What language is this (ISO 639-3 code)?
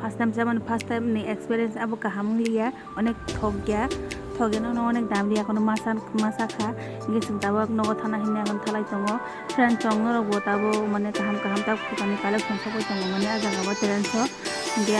trp